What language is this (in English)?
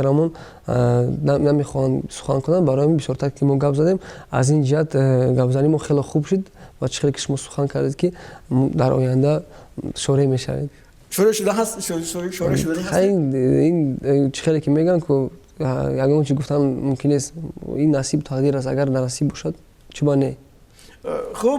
Tajik